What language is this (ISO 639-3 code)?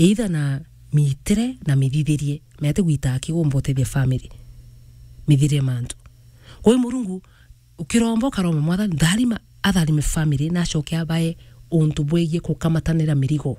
mer